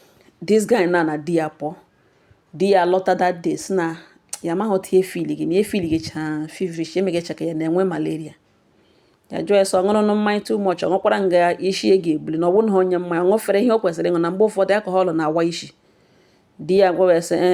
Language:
Igbo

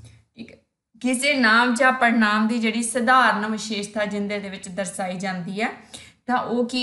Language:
Punjabi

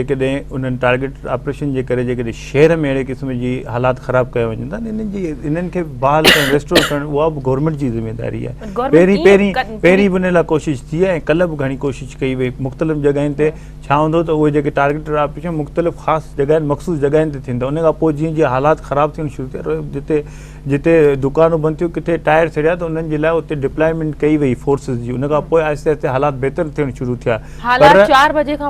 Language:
Sindhi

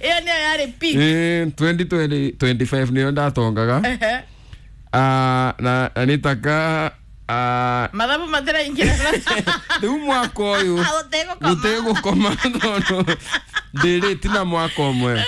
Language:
Kikuyu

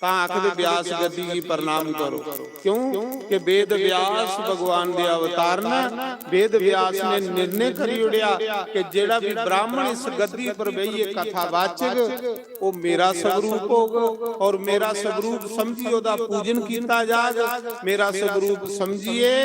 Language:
Dogri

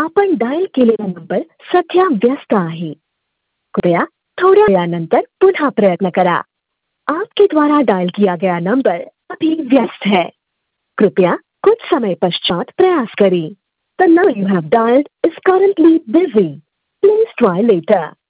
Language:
Marathi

